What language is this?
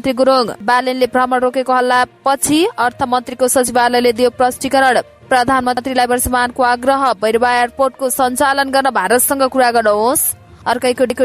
Nepali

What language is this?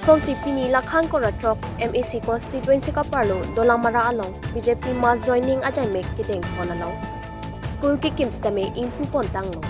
Karbi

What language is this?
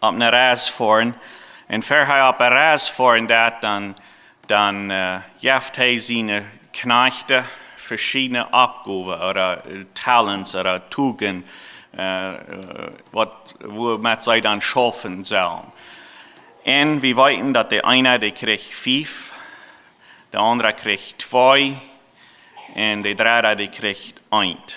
Plautdietsch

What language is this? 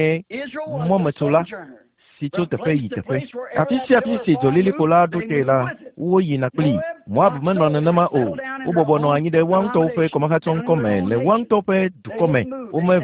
Ewe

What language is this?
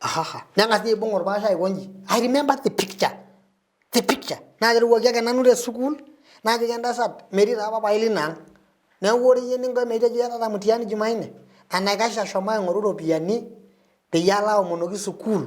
Masai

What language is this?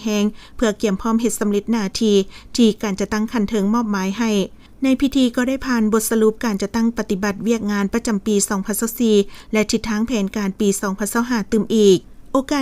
Lao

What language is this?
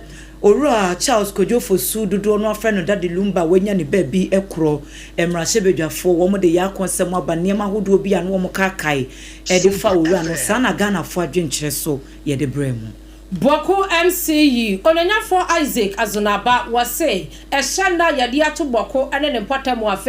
Akan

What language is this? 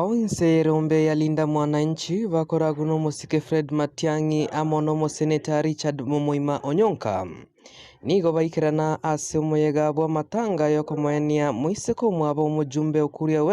Gusii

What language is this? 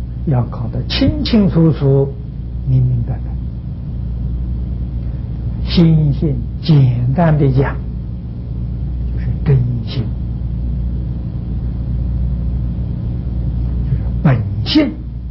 Chinese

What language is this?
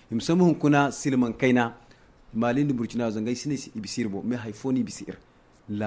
Zarma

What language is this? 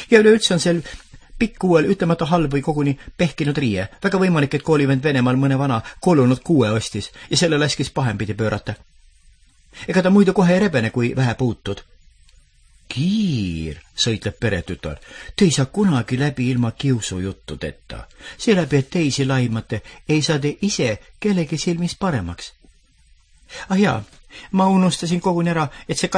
Estonian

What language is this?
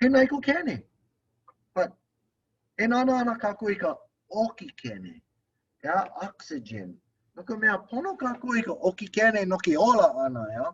Hawaiian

